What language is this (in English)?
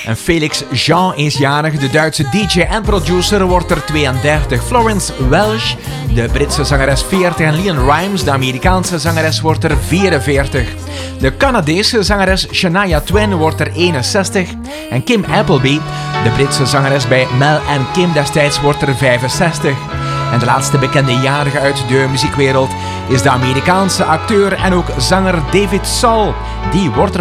Dutch